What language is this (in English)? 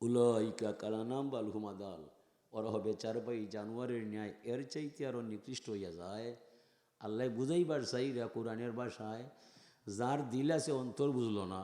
Sylheti